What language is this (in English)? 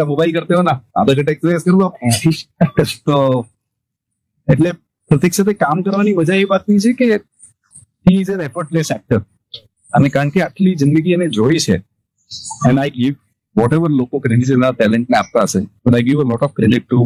Gujarati